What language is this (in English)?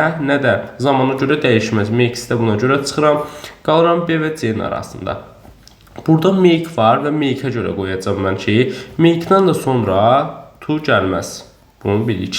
Azerbaijani